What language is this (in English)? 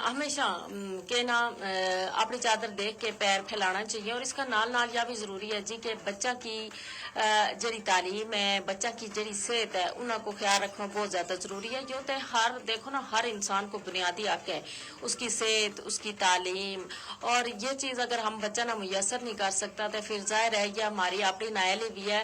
Gujari